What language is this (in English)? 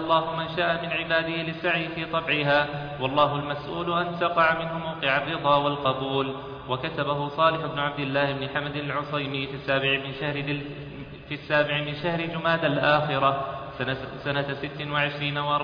Arabic